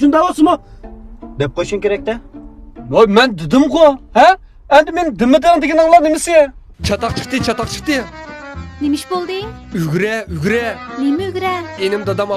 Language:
Uyghur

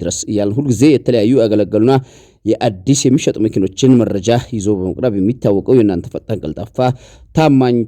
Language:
Amharic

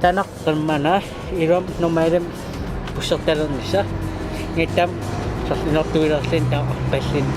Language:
Kalaallisut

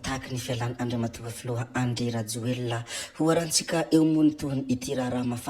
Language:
Malagasy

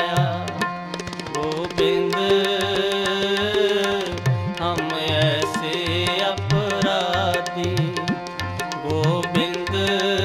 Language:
Punjabi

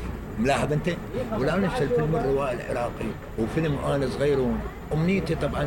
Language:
Mesopotamian Arabic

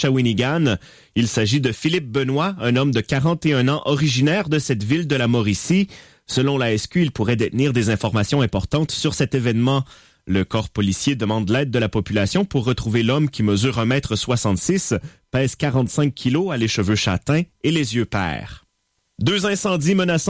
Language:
French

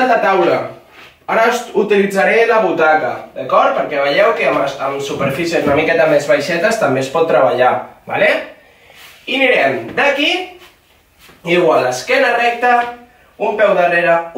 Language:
Catalan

